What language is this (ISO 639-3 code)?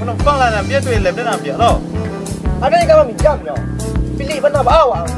min